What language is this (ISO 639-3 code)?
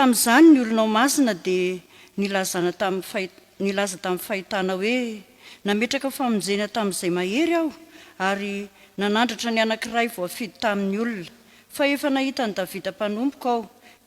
mlg